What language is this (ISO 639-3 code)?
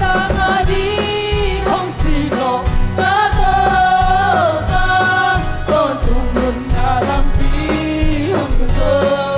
ctd